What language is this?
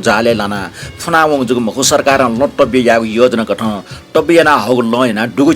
Newari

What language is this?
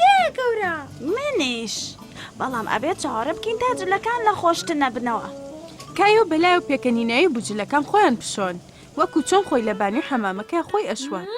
Central Kurdish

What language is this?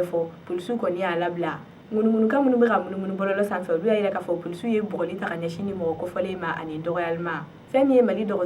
Bambara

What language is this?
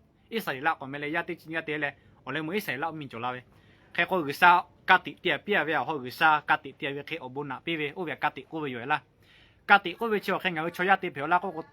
Lahu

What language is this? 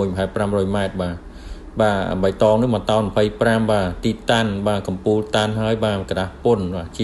Khmer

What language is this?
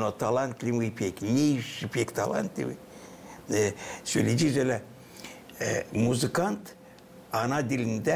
Gagauz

